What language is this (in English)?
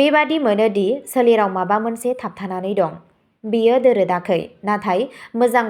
Bodo